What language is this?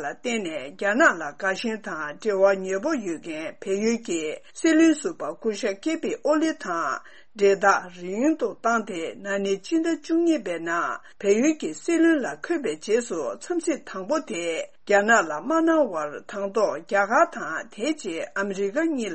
Tibetan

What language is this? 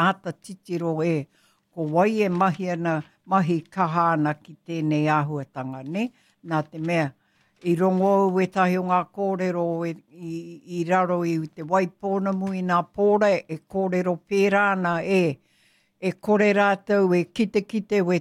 Māori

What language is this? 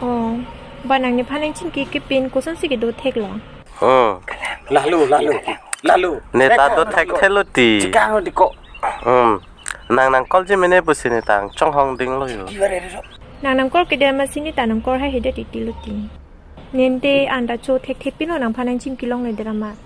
Karbi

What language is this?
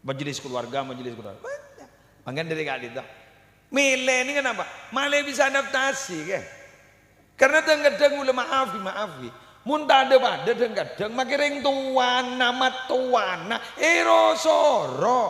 Madurese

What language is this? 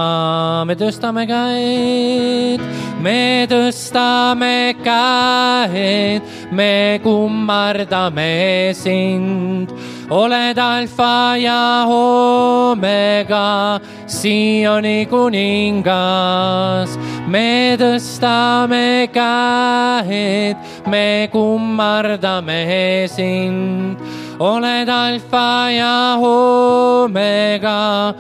Estonian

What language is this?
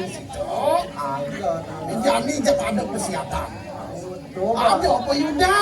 Balinese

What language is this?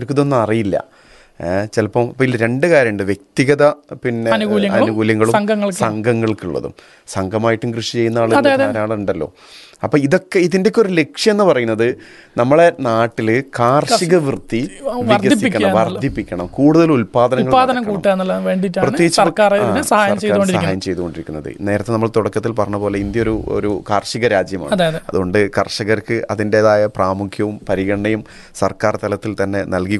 Malayalam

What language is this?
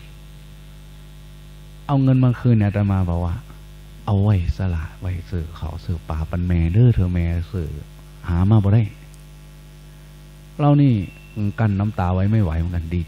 Thai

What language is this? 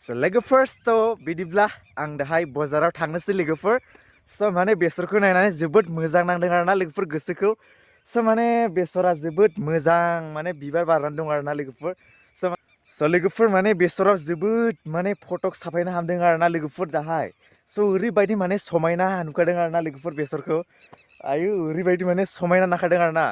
Bodo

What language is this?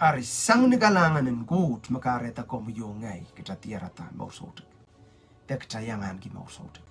Pohnpeian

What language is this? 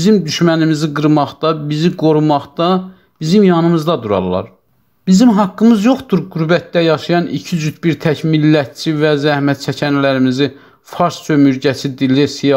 South Azerbaijani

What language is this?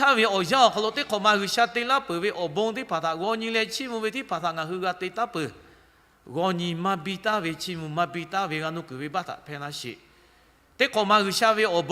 Lahu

